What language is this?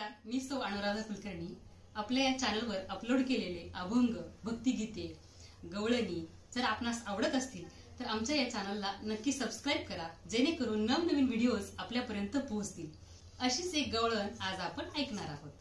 Marathi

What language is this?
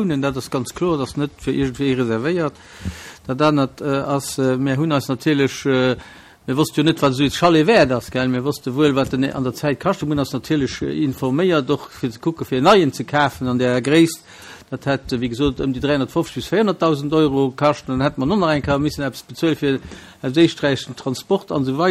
Luxembourgish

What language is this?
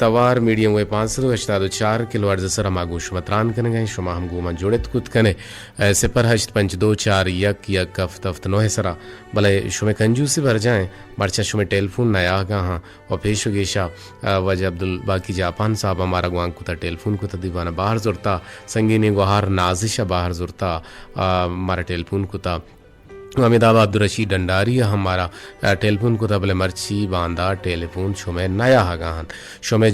Eastern Balochi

